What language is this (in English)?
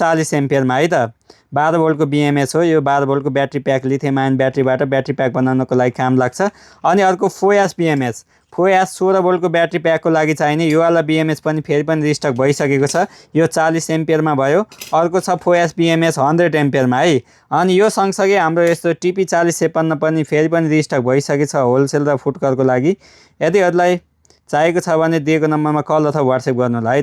Nepali